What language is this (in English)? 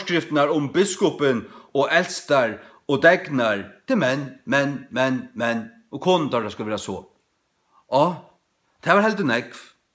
Faroese